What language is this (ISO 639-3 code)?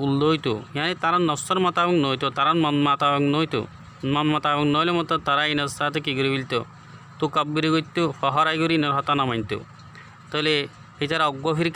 rhg